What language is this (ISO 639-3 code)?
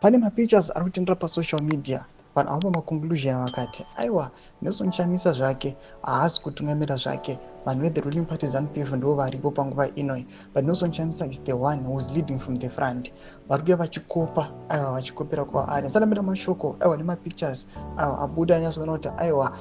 sna